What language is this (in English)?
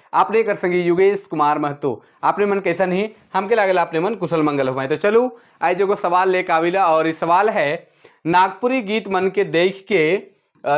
Sadri